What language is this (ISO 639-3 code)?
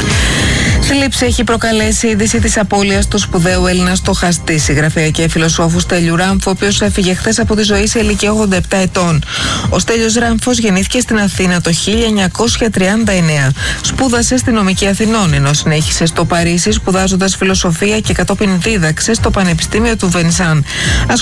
ell